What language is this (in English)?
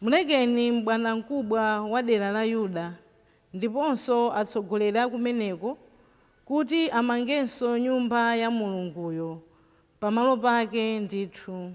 Nyanja